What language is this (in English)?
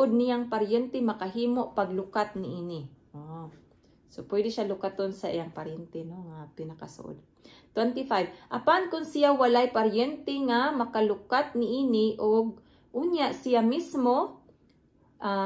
Cebuano